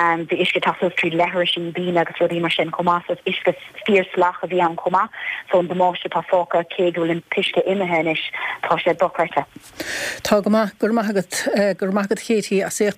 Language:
Irish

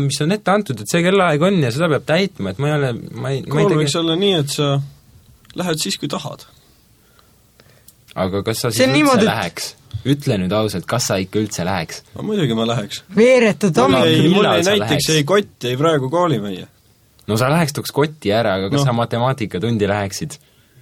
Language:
Estonian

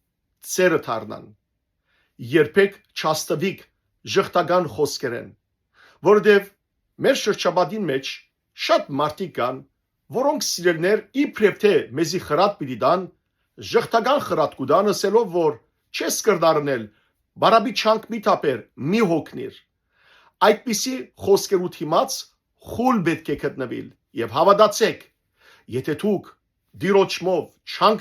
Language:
Western Armenian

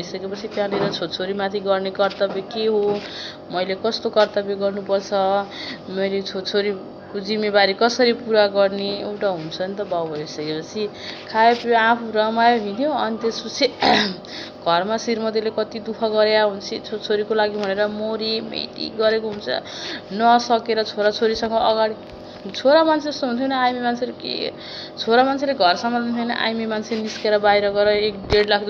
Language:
Nepali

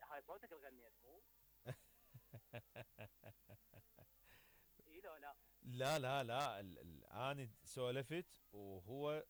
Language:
Mesopotamian Arabic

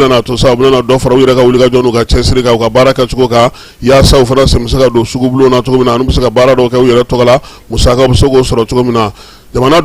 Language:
Bambara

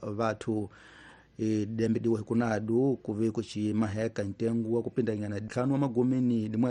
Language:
Tsonga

